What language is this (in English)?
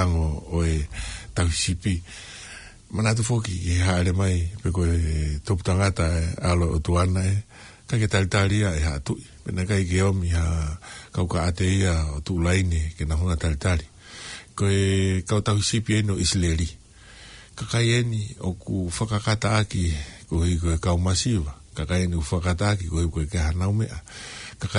Tongan